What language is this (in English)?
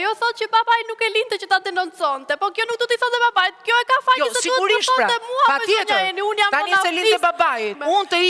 Albanian